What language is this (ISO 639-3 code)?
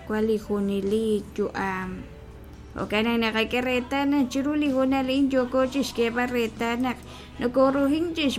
kek